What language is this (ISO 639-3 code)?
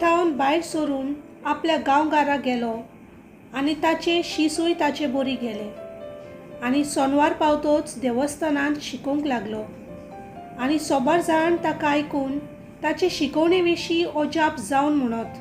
kok